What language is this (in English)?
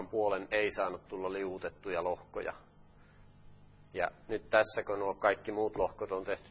Finnish